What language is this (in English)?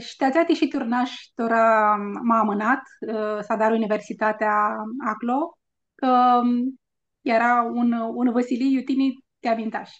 Aromanian